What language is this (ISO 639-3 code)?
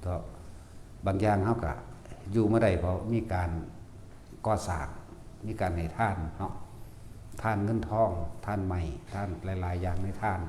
tts